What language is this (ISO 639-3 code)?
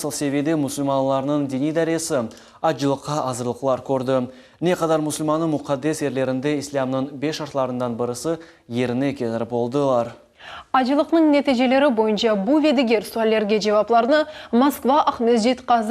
crh